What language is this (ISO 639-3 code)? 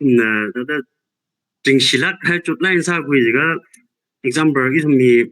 nmf